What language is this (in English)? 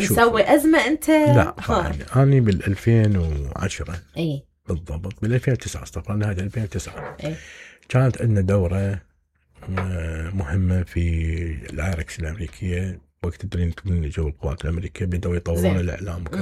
Mesopotamian Arabic